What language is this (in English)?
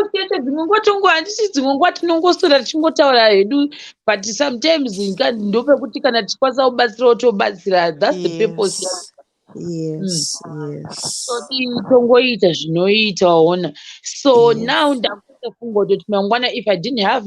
Shona